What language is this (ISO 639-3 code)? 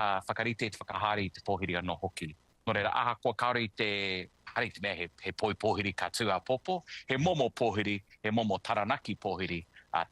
mri